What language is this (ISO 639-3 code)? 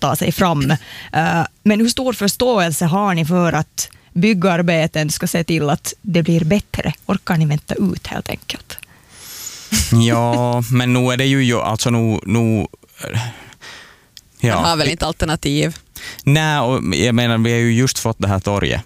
swe